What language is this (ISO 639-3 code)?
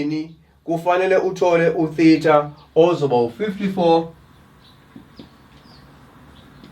zul